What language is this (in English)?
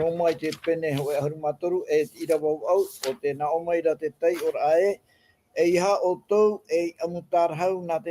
Tahitian